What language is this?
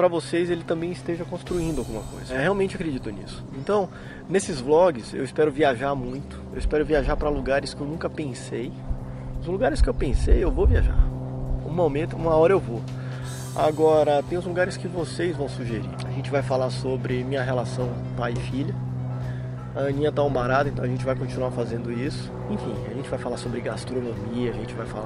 Portuguese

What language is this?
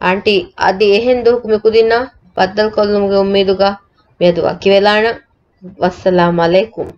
Divehi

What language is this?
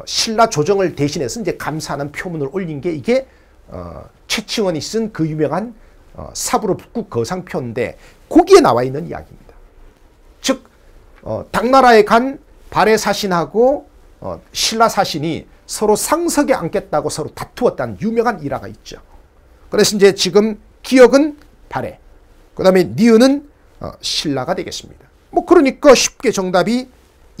Korean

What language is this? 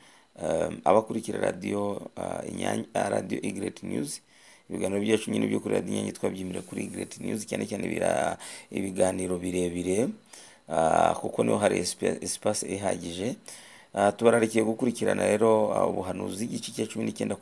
Kinyarwanda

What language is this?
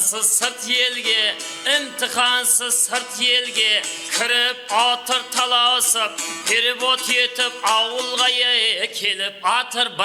Kara-Kalpak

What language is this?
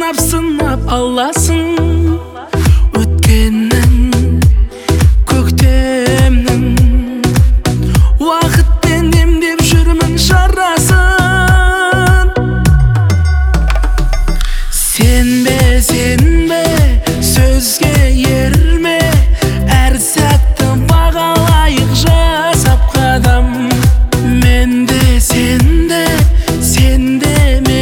Kazakh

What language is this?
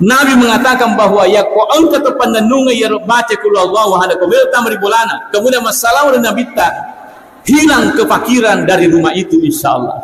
Buginese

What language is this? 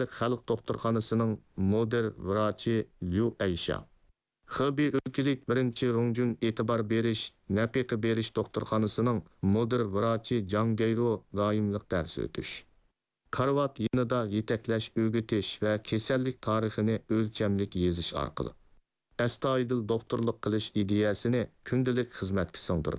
Uyghur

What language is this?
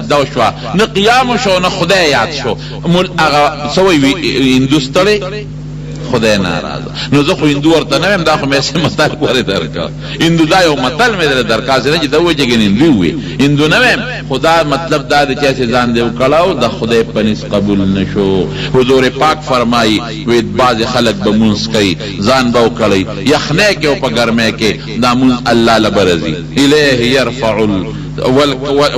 Pashto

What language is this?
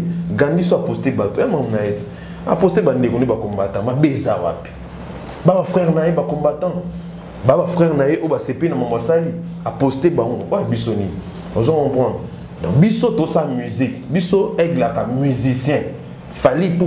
Lingala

